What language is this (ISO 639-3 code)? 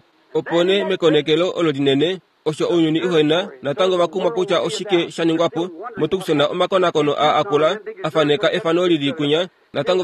kua